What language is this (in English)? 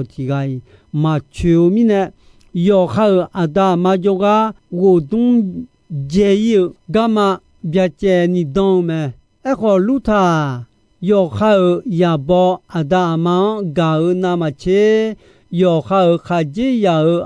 Akha